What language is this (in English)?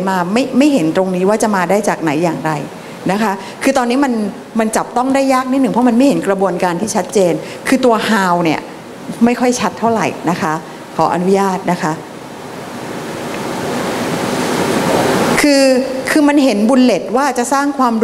Thai